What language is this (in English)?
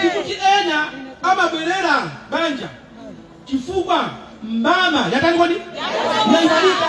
Nyanja